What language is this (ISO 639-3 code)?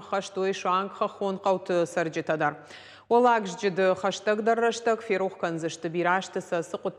oss